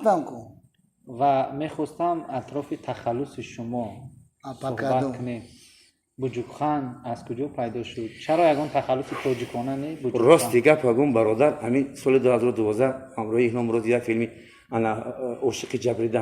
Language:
Tajik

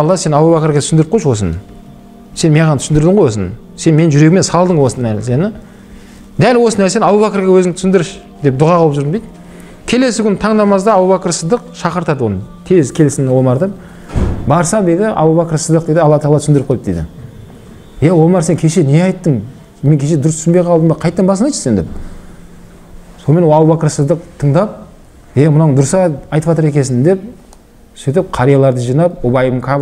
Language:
Kazakh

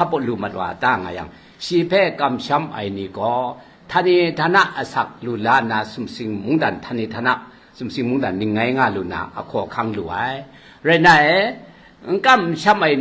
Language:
Kachin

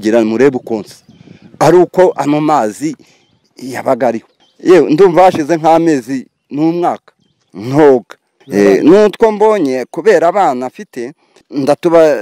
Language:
Kinyarwanda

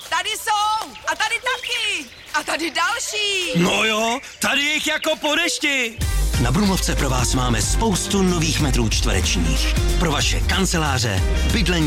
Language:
Czech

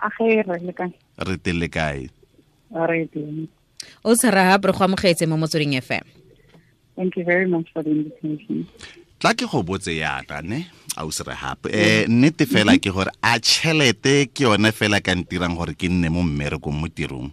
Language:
Tswana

